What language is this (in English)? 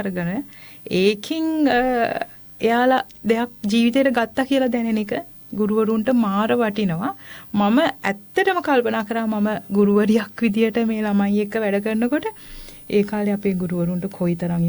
Sinhala